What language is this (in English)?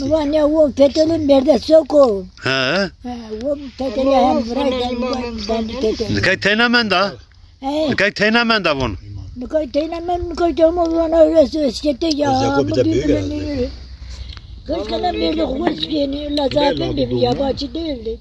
Zaza